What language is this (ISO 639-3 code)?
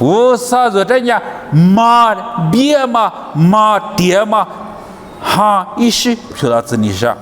lis